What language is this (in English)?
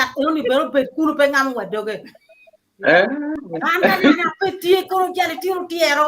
Acoli